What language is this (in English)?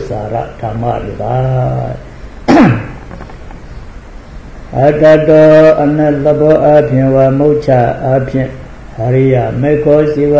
Burmese